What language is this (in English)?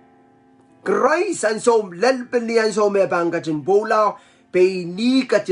Pohnpeian